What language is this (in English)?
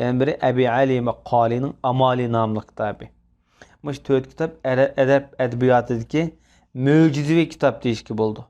Uyghur